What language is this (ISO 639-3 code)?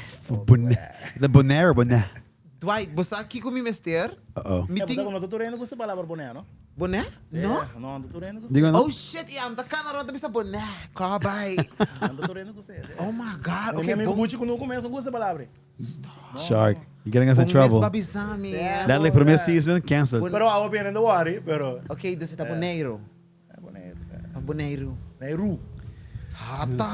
pap